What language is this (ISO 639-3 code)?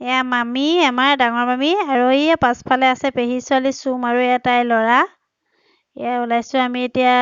asm